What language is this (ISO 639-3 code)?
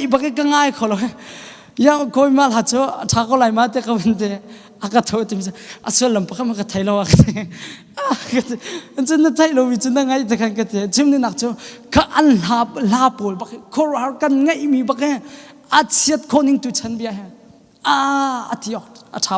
cnh